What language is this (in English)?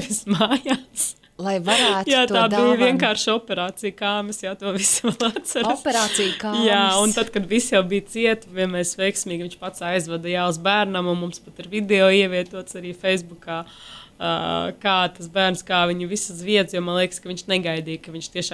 Latvian